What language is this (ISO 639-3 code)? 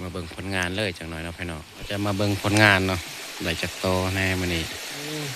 tts